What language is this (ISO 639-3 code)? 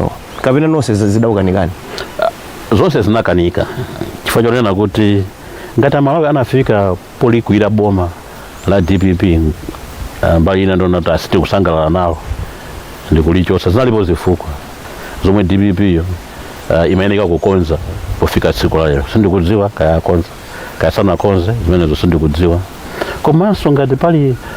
nya